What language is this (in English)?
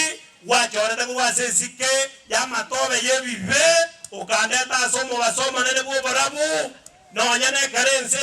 Gusii